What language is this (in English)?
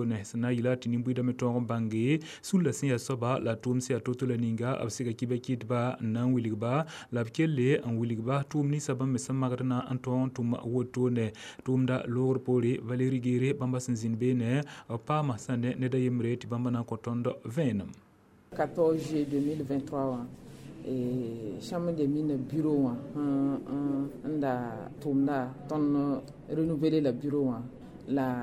Mossi